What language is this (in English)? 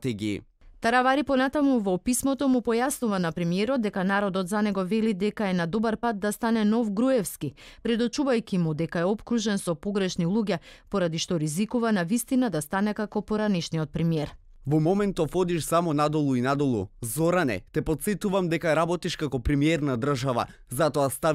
Macedonian